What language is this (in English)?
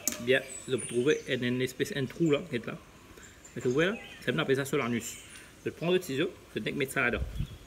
Morisyen